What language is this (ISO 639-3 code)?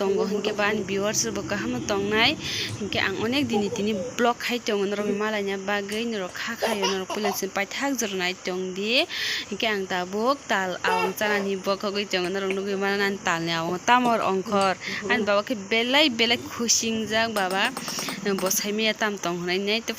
trp